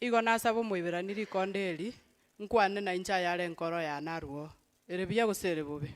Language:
Gusii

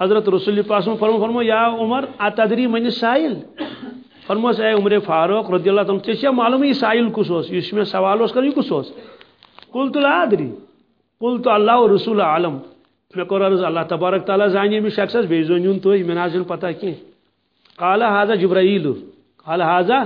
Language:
Kashmiri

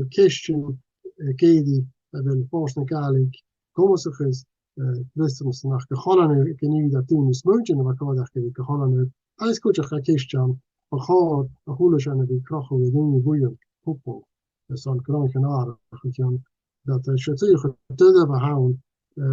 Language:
Scottish Gaelic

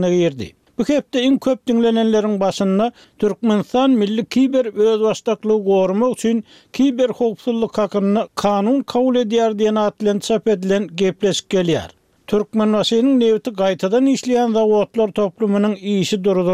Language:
Turkmen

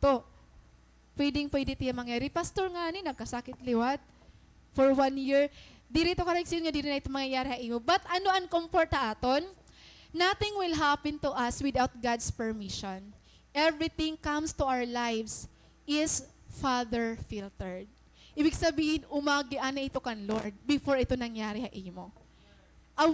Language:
Waray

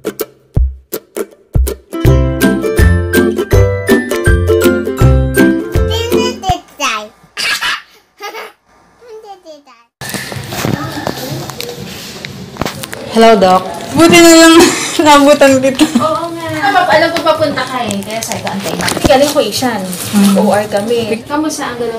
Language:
Filipino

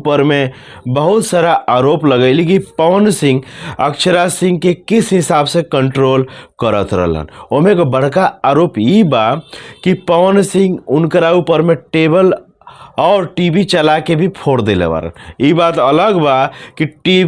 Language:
Bhojpuri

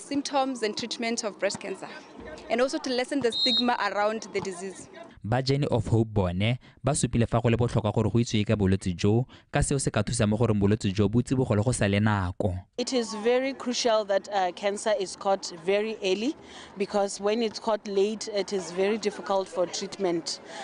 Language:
Tswana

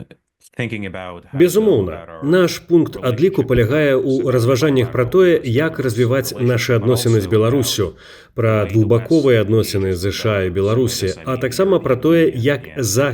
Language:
Belarusian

